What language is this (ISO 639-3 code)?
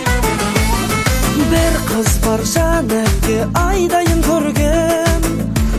kaz